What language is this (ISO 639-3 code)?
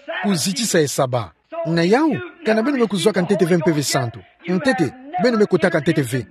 ktu